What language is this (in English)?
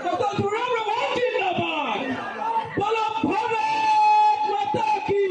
Karbi